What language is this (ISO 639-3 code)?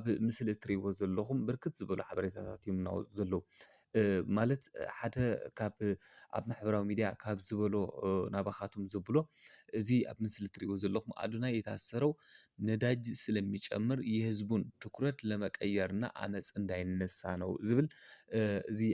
tir